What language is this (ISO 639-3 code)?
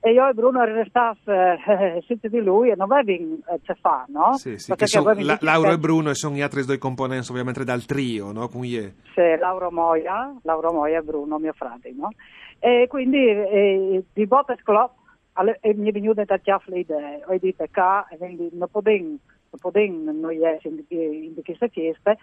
fur